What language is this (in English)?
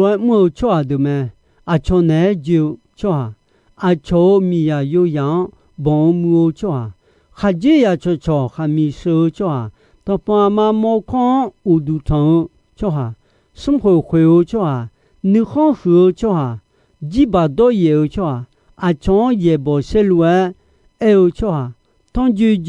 Akha